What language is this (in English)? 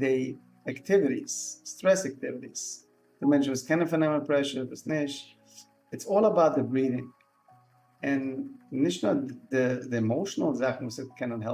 Yiddish